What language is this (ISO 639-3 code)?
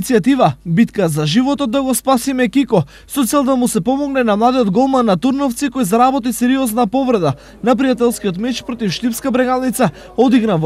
mkd